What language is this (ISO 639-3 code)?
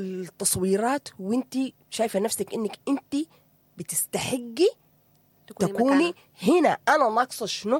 apd